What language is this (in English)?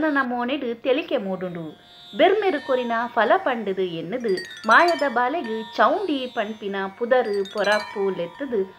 Tulu